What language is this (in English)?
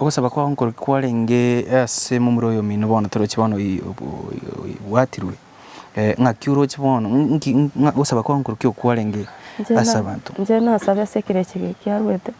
Gusii